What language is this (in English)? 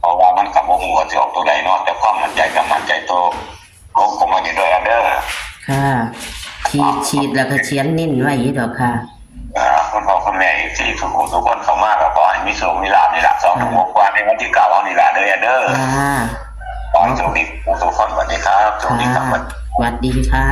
Northeastern Thai